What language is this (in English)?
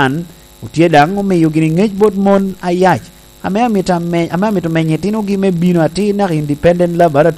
Lango (Uganda)